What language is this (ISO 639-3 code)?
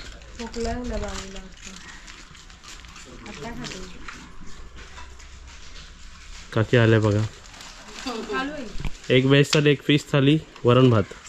mar